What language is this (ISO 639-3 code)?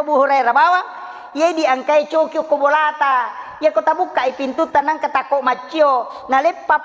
bug